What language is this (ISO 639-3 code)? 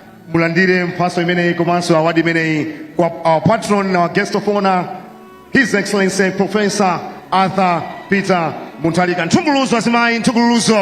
nya